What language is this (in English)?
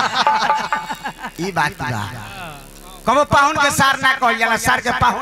Bhojpuri